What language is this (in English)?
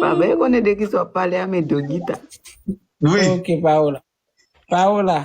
Haitian Creole